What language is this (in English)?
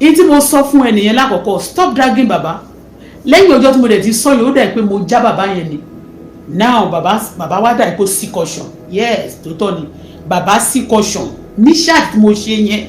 Yoruba